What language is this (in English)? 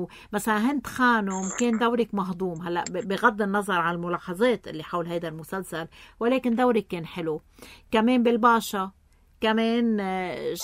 North Levantine Arabic